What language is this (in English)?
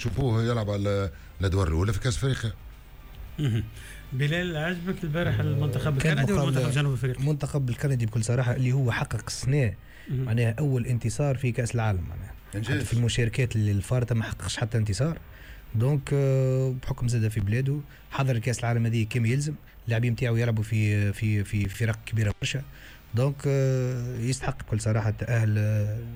Tunisian Arabic